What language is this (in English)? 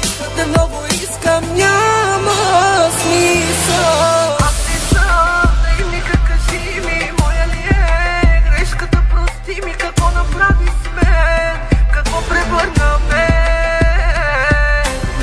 Bulgarian